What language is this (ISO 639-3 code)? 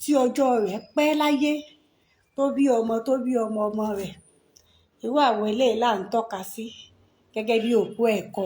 yor